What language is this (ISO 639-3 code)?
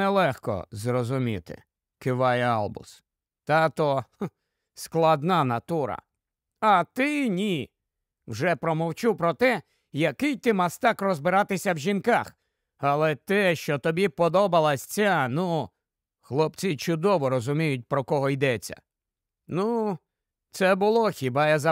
ukr